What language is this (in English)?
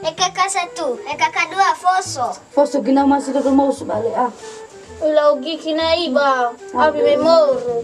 Nias